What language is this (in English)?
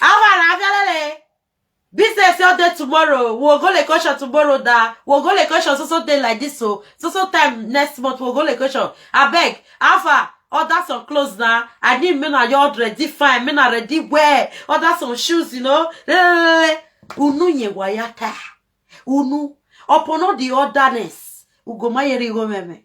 Nigerian Pidgin